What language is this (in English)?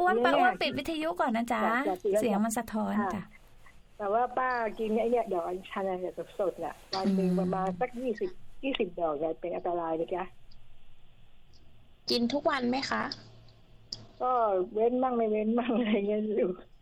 Thai